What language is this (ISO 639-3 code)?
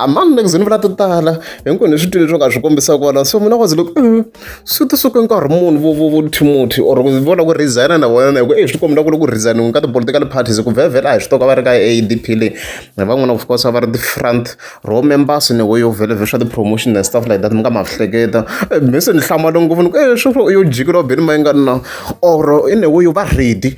tso